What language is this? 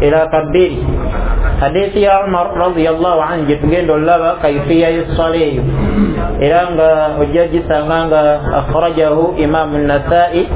Ganda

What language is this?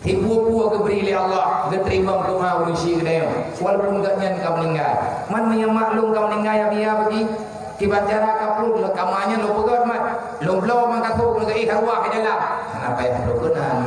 Achinese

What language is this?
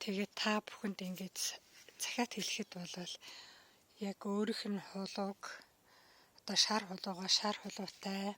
Mongolian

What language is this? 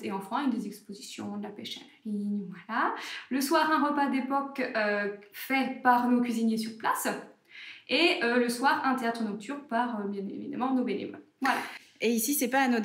French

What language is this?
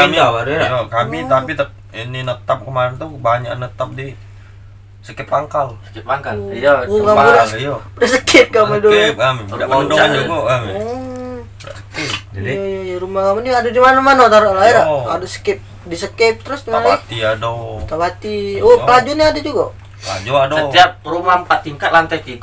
Musi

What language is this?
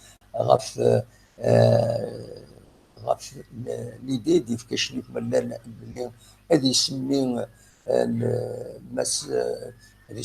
Kabyle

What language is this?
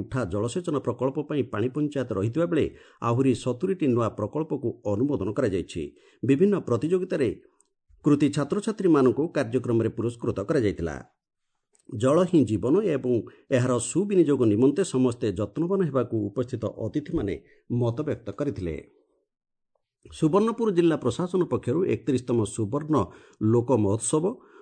Odia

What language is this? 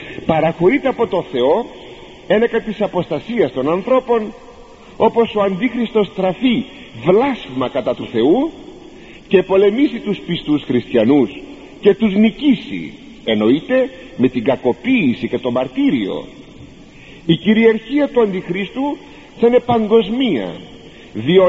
Greek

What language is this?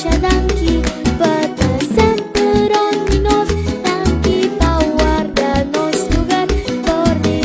Papiamento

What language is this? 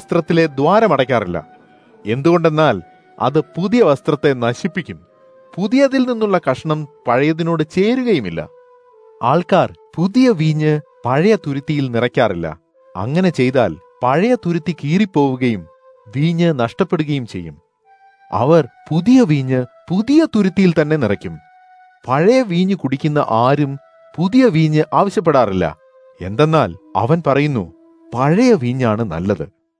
Malayalam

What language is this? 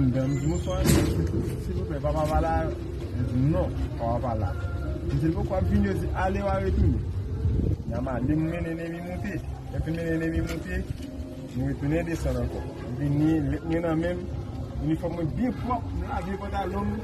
Haitian Creole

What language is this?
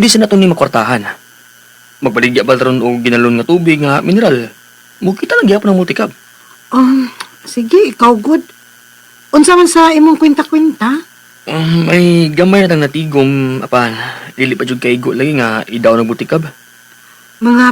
Cebuano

